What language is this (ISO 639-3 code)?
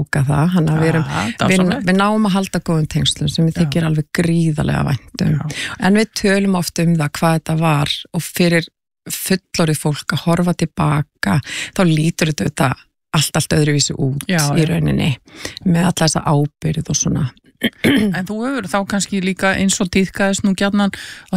isl